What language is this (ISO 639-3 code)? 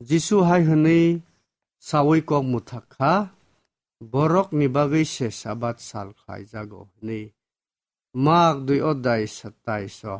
trp